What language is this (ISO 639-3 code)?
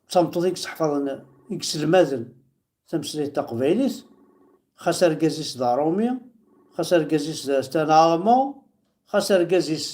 kab